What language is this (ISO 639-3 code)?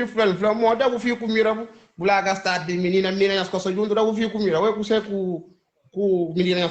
kea